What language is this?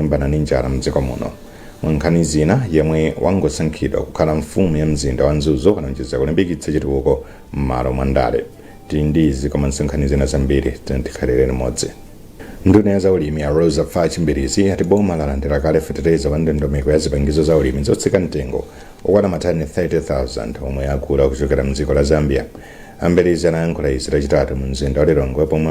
Nyanja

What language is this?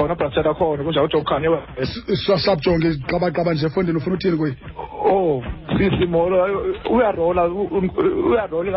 Xhosa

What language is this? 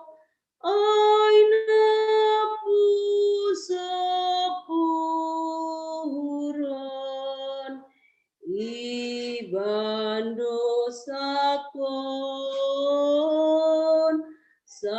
Batak Simalungun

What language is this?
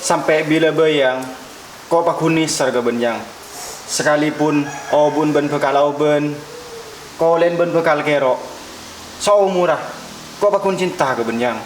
Madurese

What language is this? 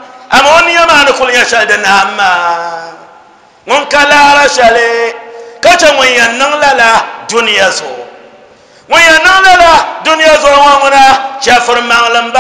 Dagbani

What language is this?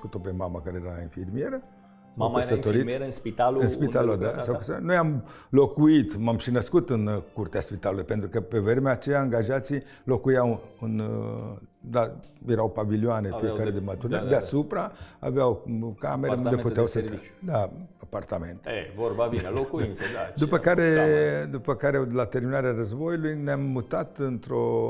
Romanian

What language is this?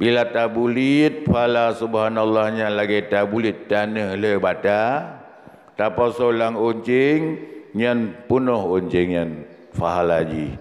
Achinese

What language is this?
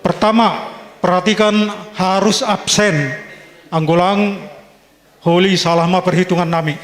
Batak Simalungun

